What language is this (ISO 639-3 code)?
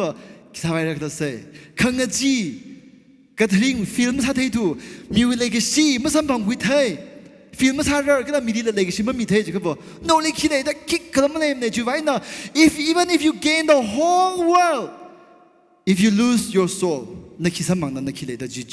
nmf